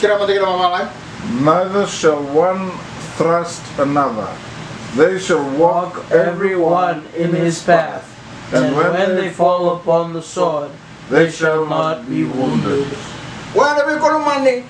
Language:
Fijian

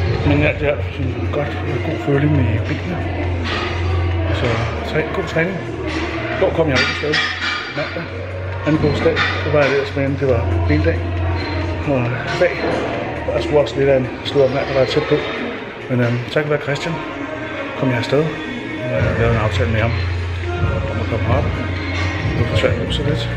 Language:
Danish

